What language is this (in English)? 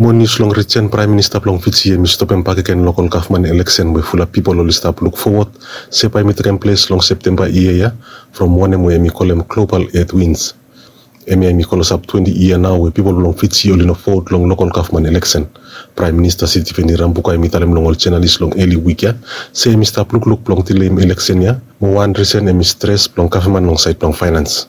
Bislama